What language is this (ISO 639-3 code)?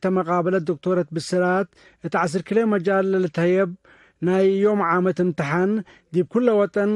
tig